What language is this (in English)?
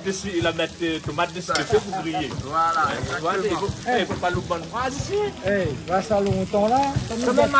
Réunion Creole French